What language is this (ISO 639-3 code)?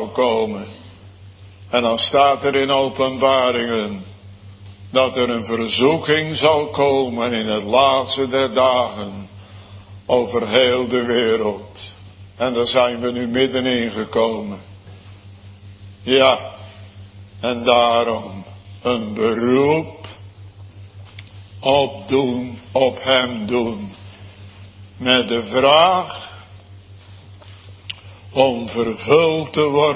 nld